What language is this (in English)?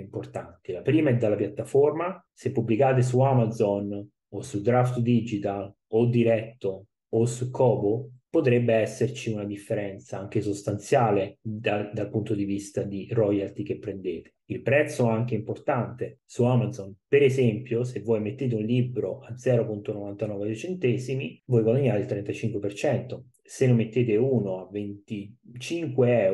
Italian